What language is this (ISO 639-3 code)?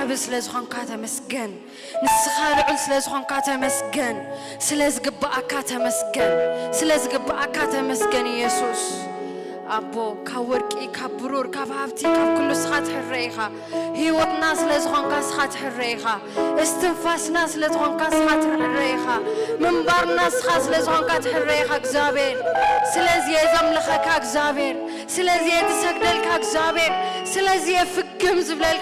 tir